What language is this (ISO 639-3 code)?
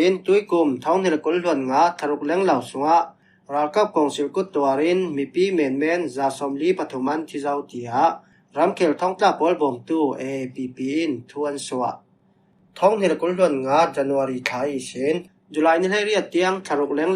cfm